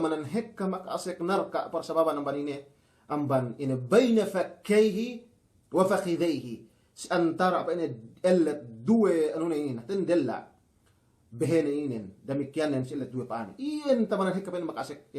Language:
Yakan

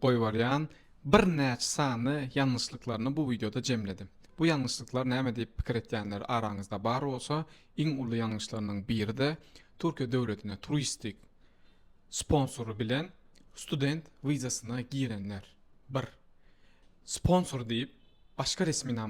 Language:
Turkmen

